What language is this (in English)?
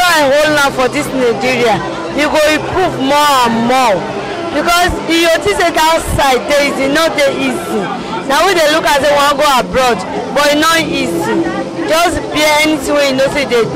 Nigerian Pidgin